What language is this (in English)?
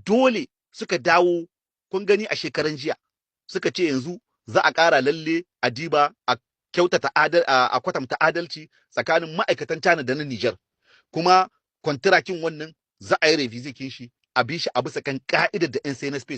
Hausa